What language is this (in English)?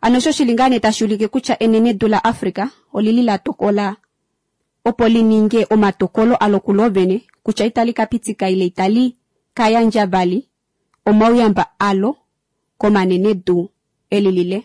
Kuanyama